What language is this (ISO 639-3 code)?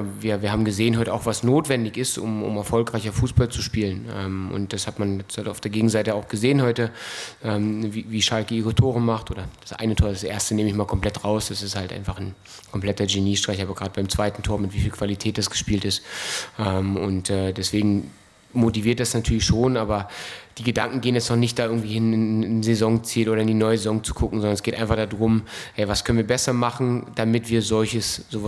deu